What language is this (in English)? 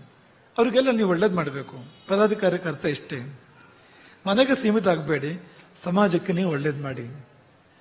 Kannada